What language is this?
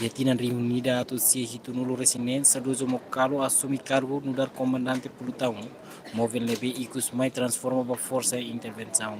Tetum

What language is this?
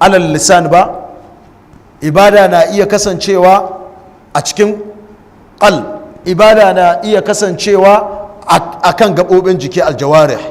Hausa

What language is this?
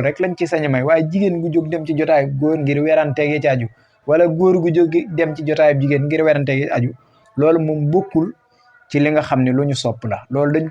Wolof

